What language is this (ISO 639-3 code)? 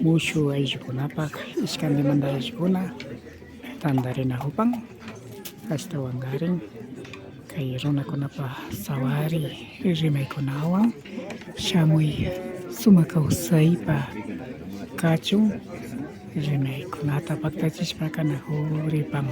qvi